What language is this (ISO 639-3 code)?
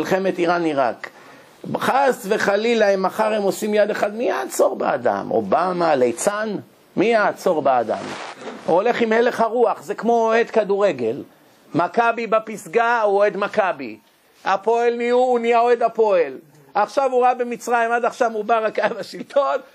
heb